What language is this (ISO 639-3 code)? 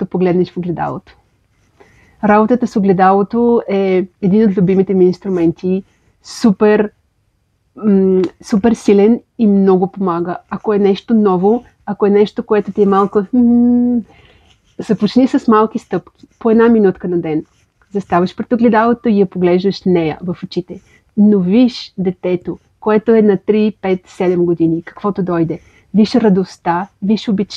bul